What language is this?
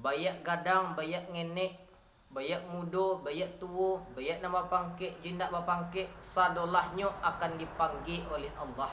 Minangkabau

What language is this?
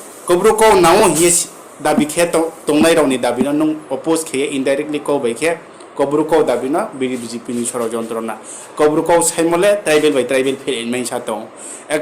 Riang (India)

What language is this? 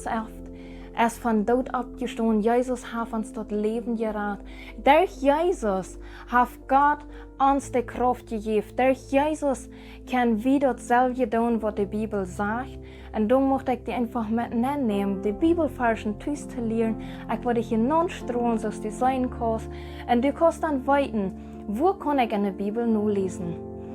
Plautdietsch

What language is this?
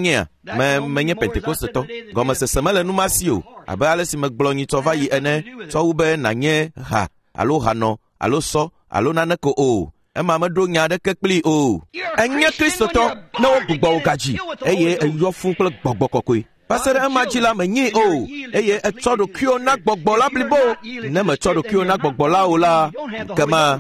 Ewe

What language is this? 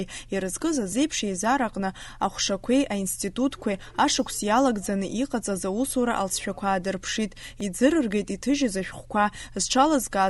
Abkhazian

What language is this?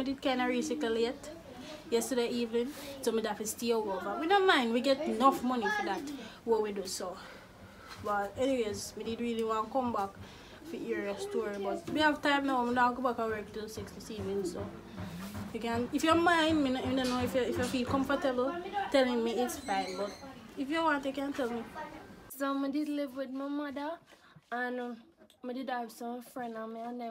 Jamaican Creole English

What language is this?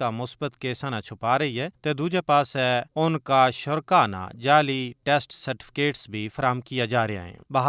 Gujari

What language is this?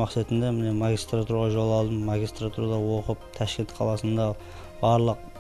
Kara-Kalpak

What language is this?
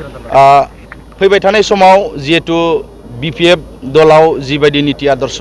Bodo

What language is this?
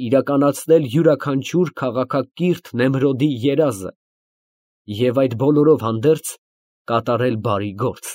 Armenian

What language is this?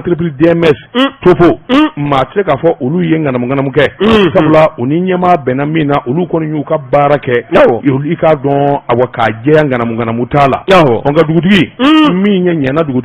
Bambara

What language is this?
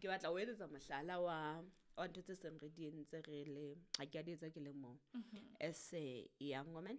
Southern Sotho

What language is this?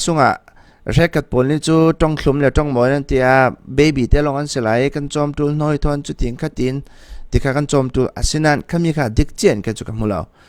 Falam Chin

